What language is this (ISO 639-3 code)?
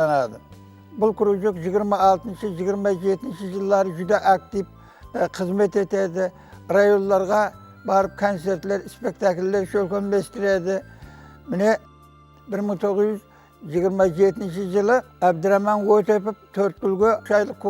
kaa